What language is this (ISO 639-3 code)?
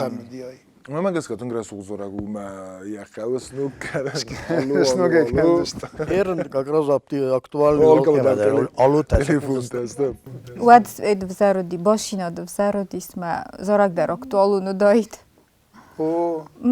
oss